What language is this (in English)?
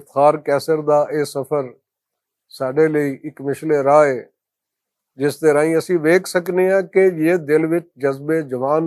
Western Panjabi